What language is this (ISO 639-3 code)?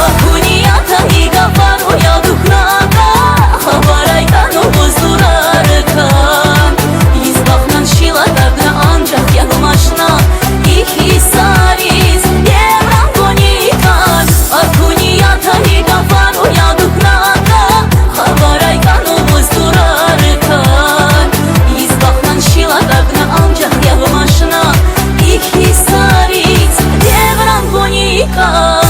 tab